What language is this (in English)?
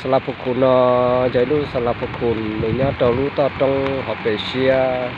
Hmong